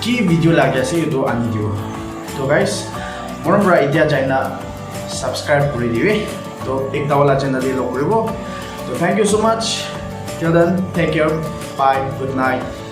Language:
Naga Pidgin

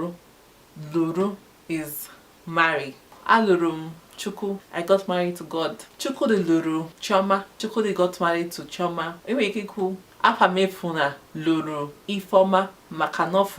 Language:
Igbo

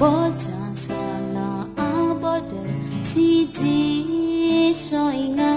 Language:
Akha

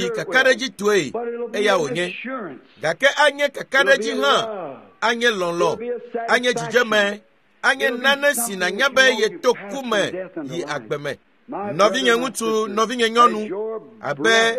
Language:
Ewe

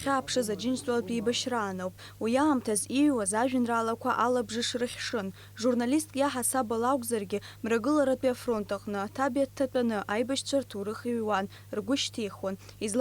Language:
Abkhazian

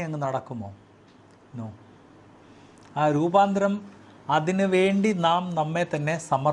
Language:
Malayalam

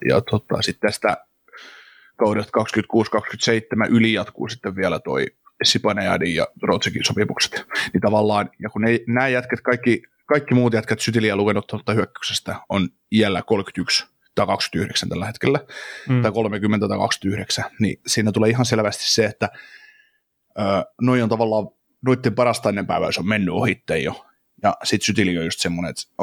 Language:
Finnish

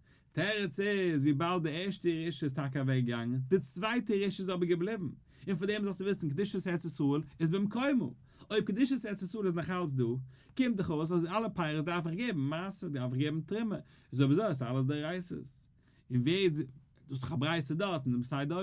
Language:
Yiddish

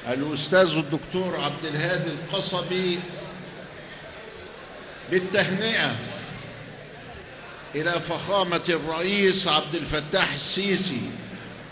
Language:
Arabic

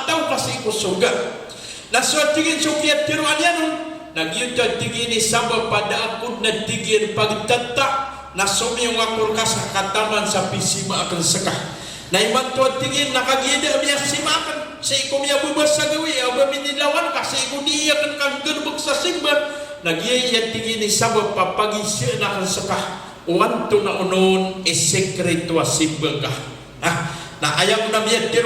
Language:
Maranao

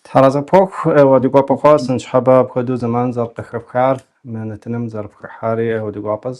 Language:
Kabardian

